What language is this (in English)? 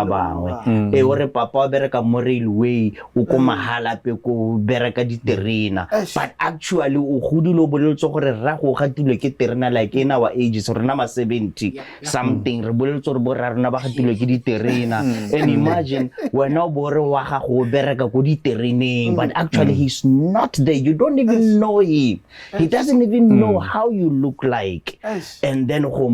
Tswana